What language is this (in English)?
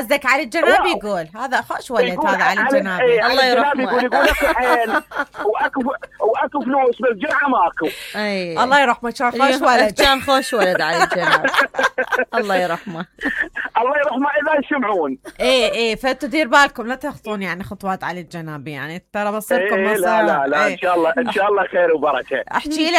Mesopotamian Arabic